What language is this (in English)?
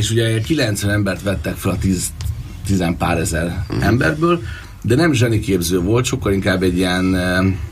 Hungarian